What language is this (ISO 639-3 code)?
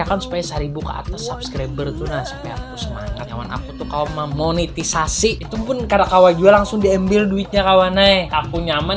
bjn